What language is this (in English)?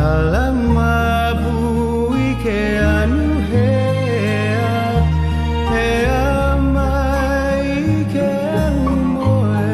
Hawaiian